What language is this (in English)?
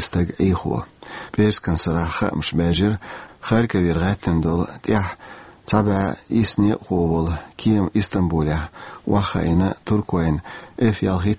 Chechen